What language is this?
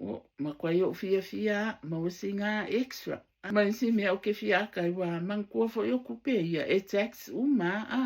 Samoan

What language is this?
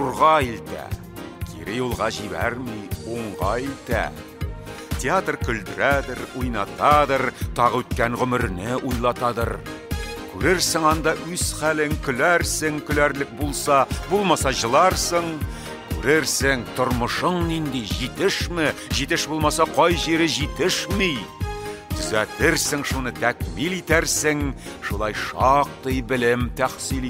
Tatar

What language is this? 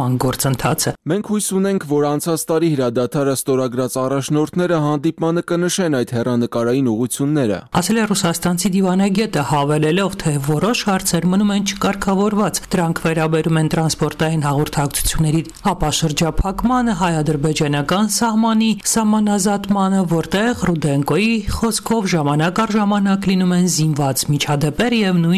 Armenian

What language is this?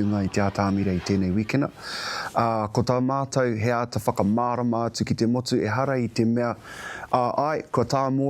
Māori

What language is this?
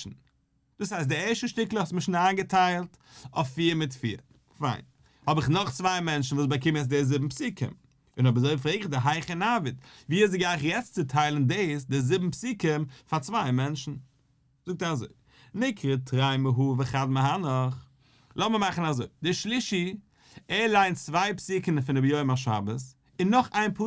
Yiddish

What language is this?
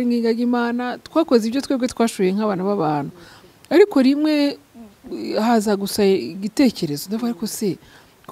Kinyarwanda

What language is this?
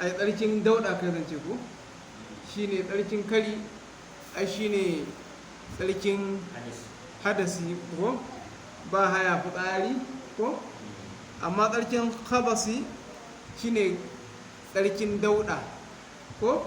Hausa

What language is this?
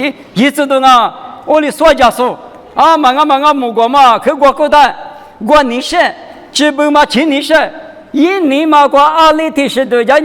Lisu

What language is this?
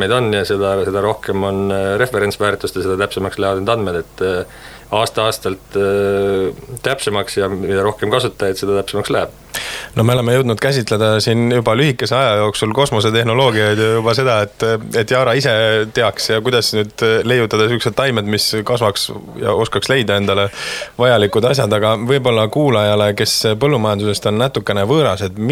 Estonian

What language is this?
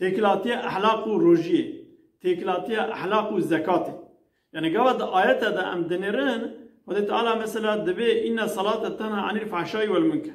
Kurdish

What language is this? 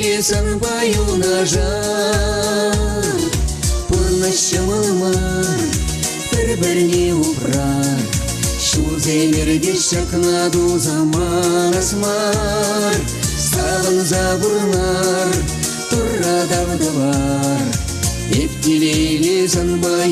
Chuvash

